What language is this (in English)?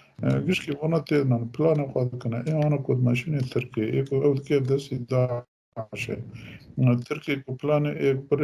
Kurdish